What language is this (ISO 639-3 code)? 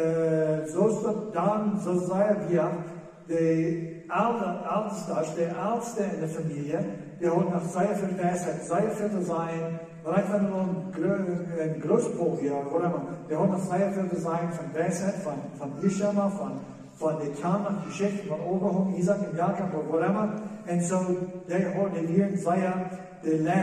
pdt